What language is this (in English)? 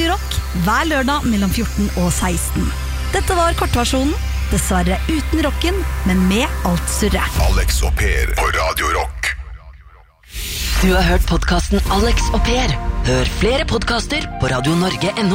Norwegian